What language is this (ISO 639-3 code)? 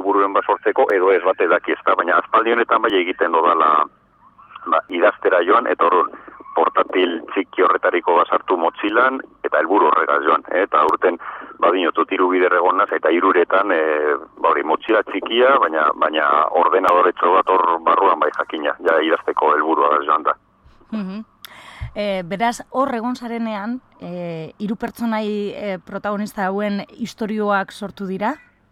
eus